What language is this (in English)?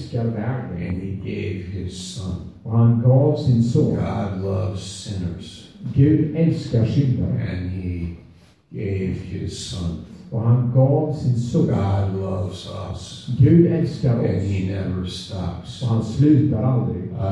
Swedish